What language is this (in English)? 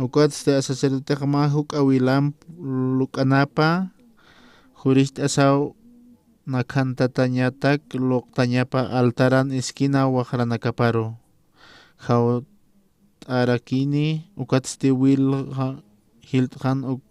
Aymara